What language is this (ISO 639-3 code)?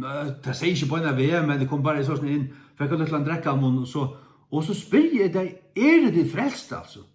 fao